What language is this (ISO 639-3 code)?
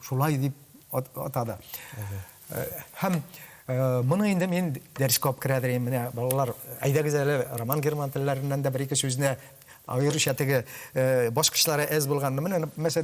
tat